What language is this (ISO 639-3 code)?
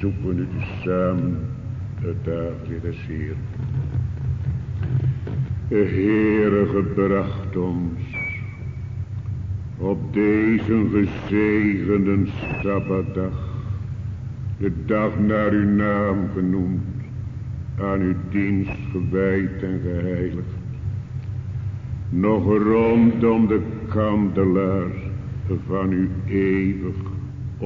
nld